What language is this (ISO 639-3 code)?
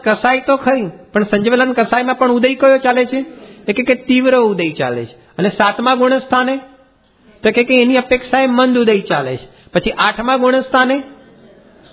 guj